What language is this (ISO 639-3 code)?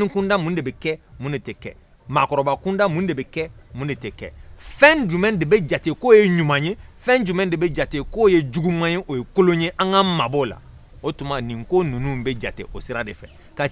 bam